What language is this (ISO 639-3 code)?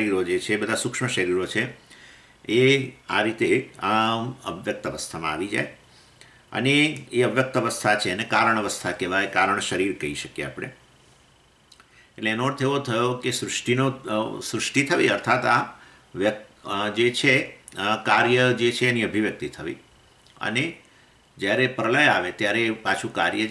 guj